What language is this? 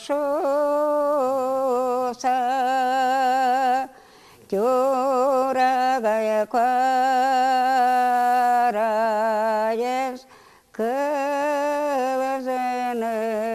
Udmurt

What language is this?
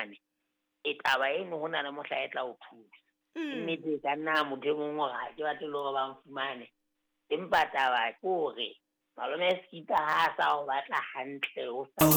Southern Sotho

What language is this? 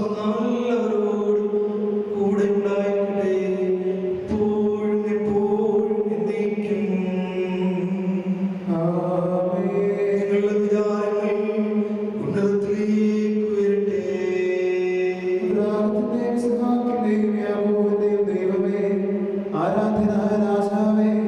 Malayalam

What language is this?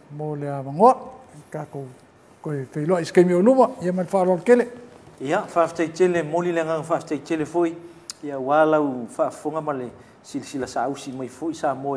Samoan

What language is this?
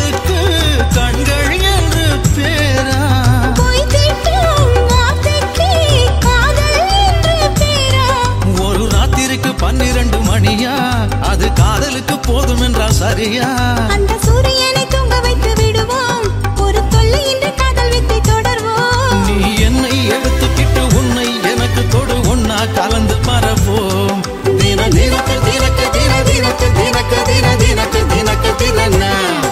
Tamil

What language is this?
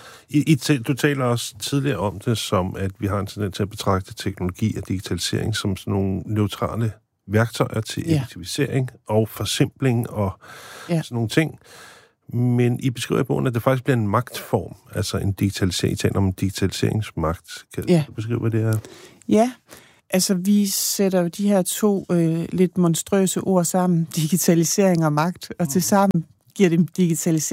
Danish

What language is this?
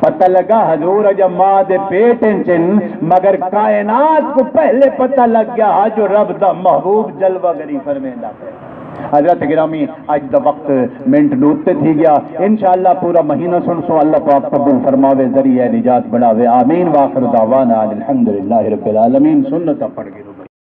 Saraiki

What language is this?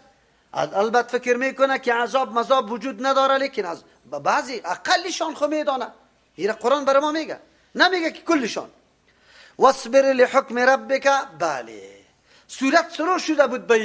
Persian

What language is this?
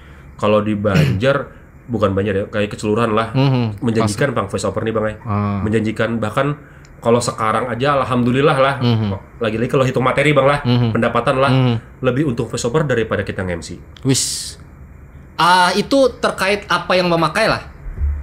Banjar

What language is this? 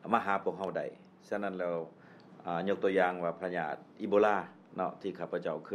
Lao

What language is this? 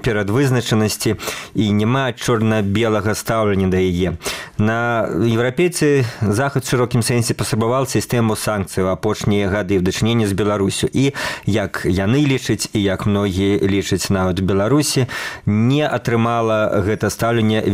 Belarusian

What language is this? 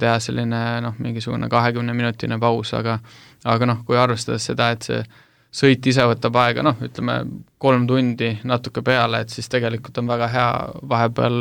Estonian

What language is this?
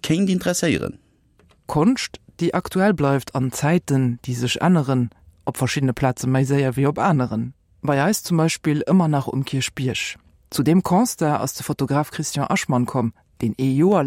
Luxembourgish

